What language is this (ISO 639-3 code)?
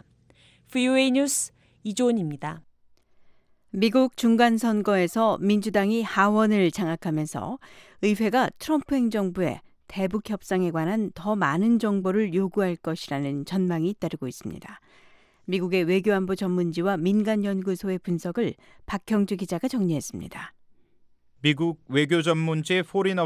kor